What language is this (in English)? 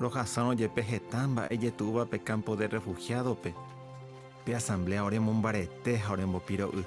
Guarani